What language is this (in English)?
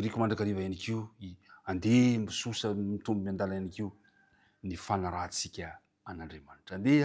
Malagasy